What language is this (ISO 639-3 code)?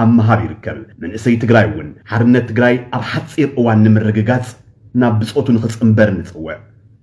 tir